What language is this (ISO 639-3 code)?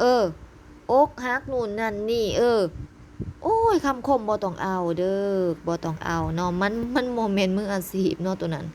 lao